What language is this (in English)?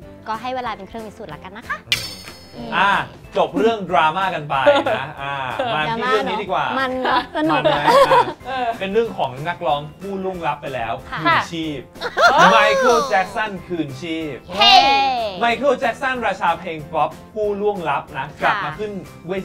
Thai